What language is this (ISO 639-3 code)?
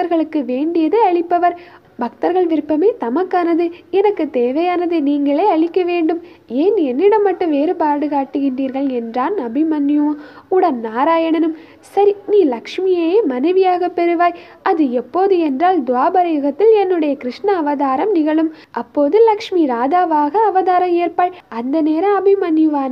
tam